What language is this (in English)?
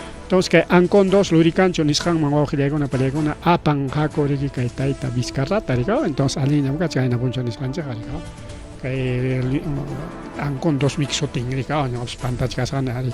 Ayacucho Quechua